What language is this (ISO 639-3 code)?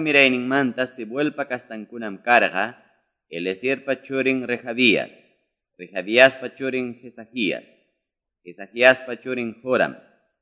que